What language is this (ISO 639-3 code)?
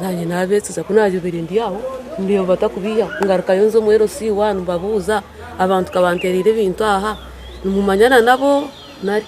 nyn